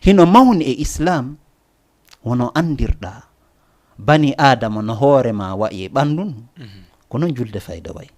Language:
Fula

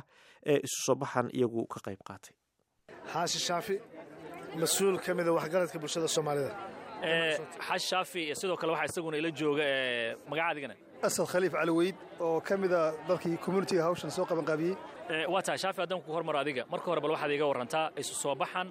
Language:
Somali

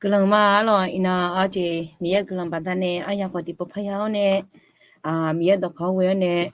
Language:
Akha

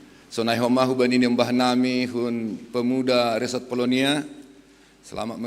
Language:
Batak Simalungun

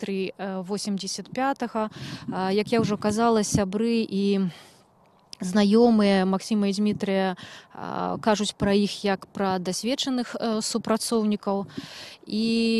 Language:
Belarusian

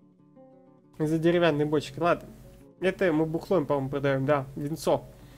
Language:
Russian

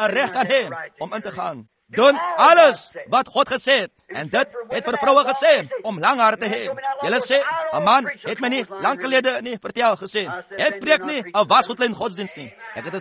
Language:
Afrikaans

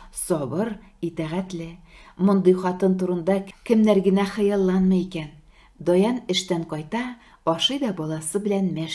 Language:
Tatar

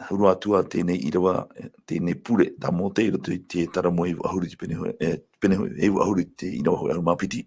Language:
Tahitian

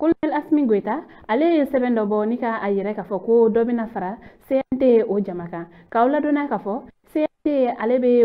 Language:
Bambara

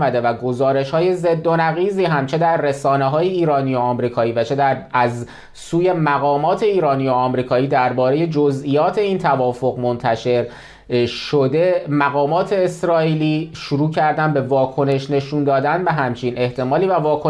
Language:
Persian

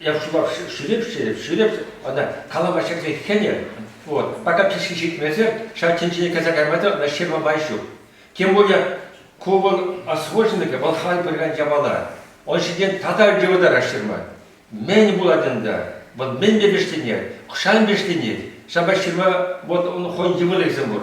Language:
Chuvash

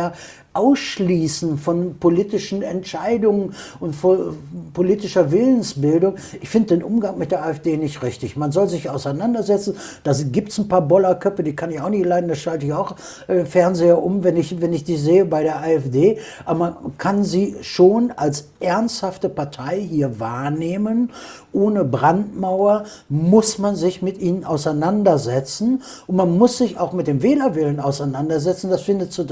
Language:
German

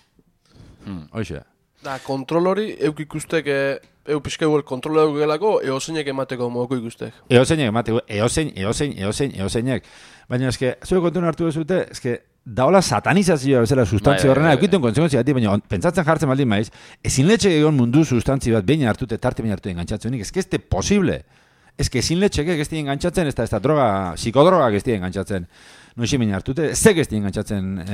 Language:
Basque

